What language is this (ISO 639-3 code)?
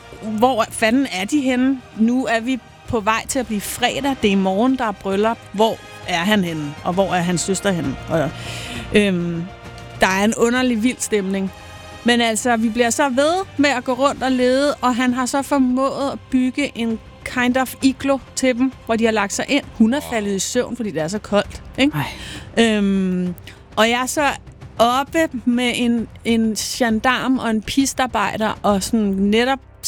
dan